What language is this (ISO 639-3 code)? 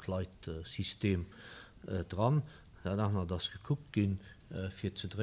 ltz